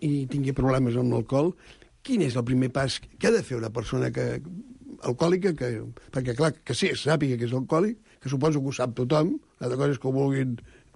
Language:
Catalan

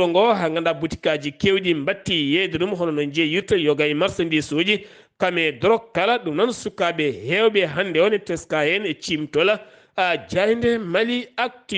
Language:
Fula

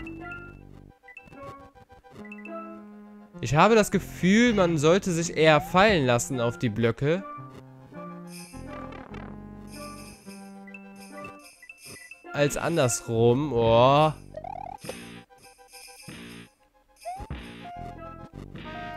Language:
German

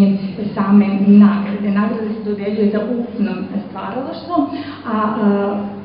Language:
Serbian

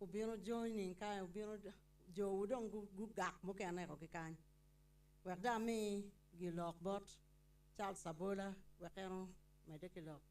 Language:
Acoli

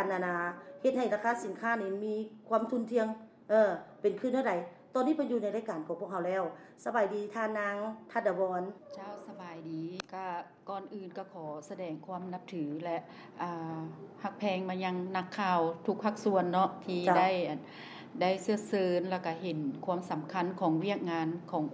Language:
Lao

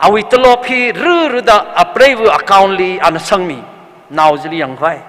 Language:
Tangkhul Naga (India)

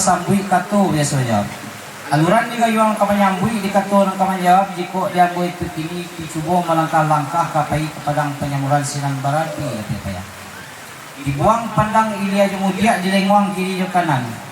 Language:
Minangkabau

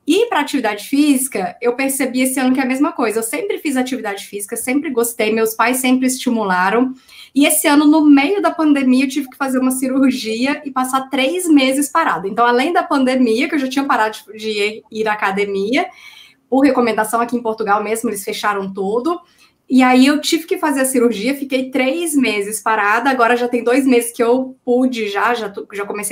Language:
Portuguese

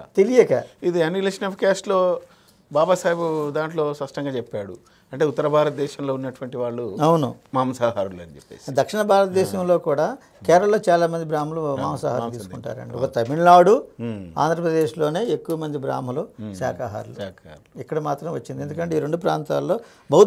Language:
Telugu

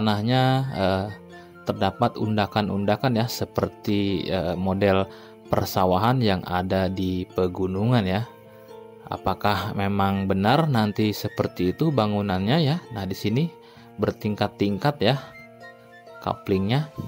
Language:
Indonesian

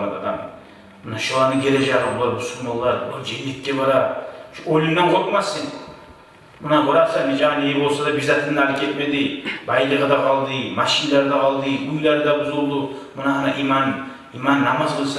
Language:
Kumyk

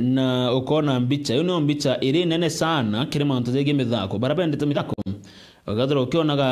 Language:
Meru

